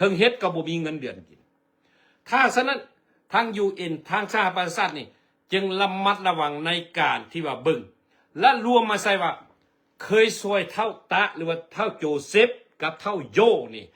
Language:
Lao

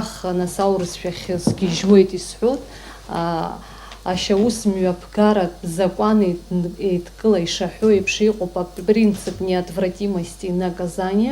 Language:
Abkhazian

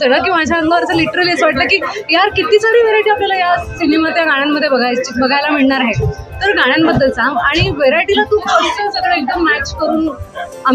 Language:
Marathi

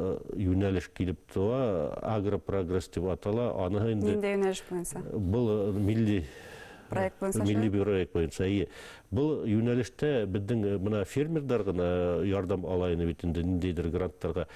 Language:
Bashkir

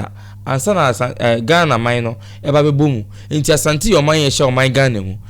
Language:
Akan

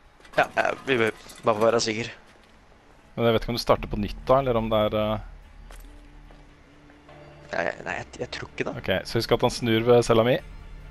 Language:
Norwegian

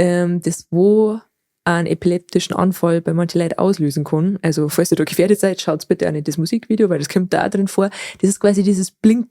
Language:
Bavarian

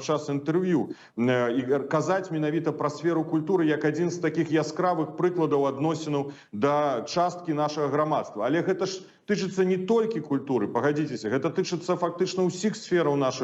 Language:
Belarusian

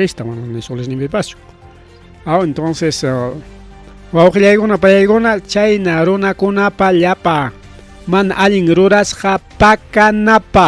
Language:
Ayacucho Quechua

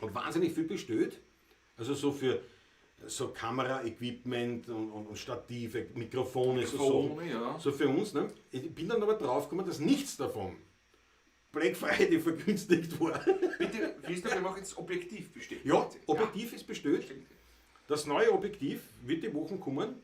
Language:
Bavarian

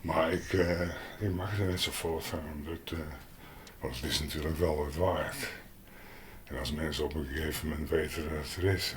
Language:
Western Frisian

